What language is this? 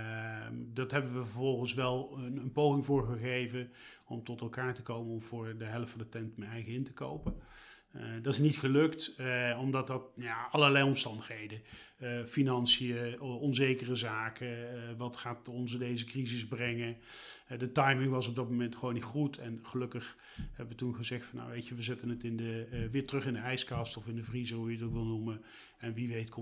Dutch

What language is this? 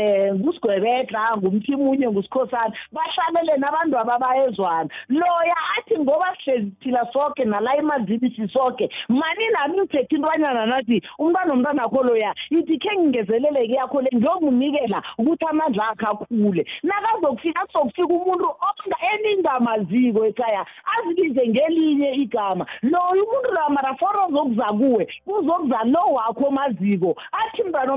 South Ndebele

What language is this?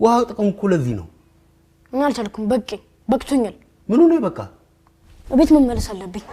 Amharic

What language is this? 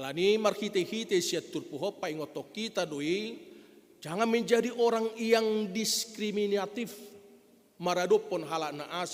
Batak Toba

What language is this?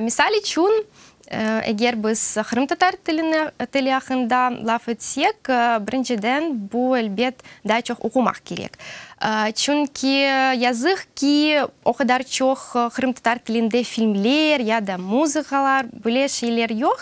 Crimean Tatar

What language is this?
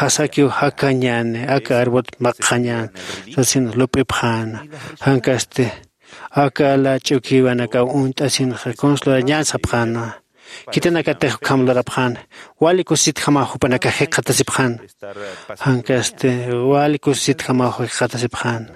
Aymara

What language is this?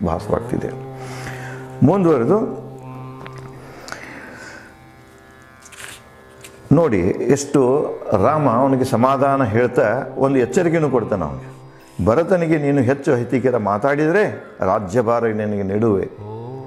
Kannada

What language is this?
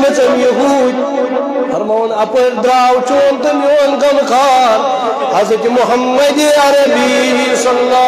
Kashmiri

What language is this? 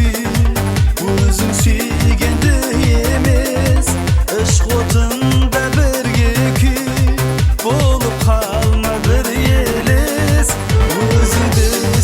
Kara-Kalpak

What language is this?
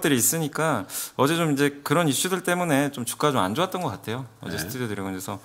Korean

